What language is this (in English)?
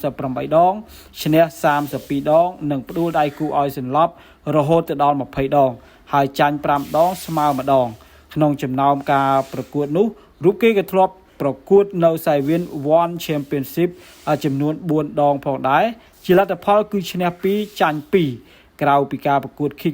Khmer